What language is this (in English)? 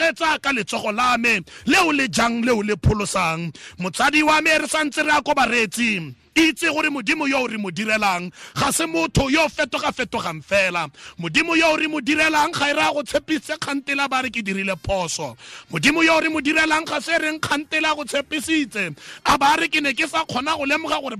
Tswana